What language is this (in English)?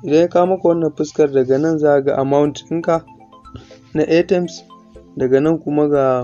Hausa